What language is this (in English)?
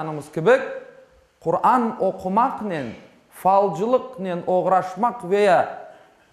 Crimean Tatar